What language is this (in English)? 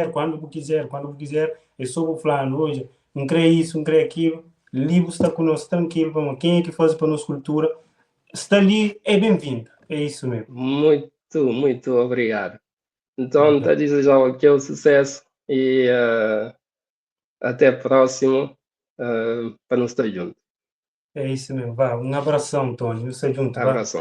Kabuverdianu